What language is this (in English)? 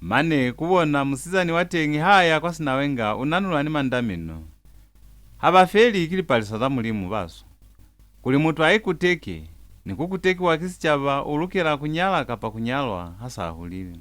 Lozi